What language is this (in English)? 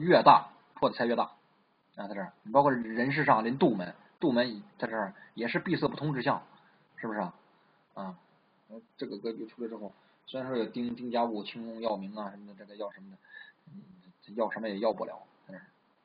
Chinese